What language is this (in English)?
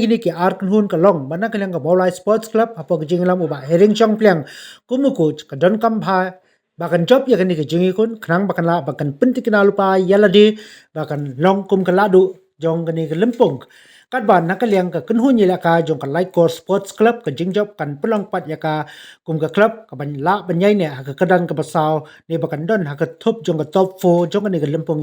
Khasi